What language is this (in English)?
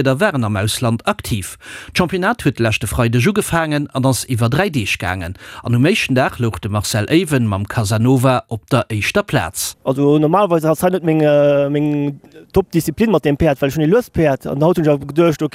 Luxembourgish